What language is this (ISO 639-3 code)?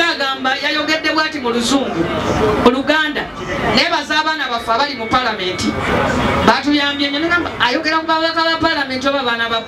lug